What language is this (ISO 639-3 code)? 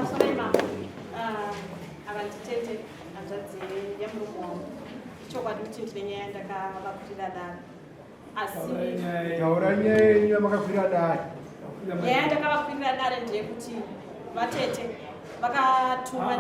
sna